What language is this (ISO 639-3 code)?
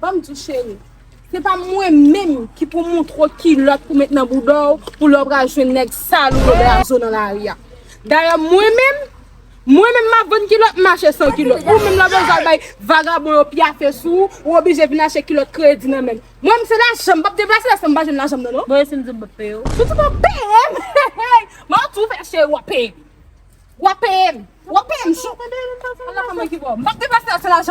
hat